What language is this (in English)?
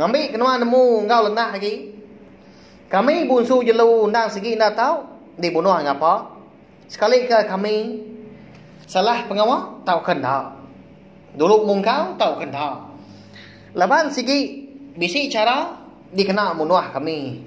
Iban